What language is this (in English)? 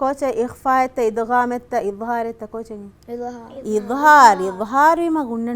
Divehi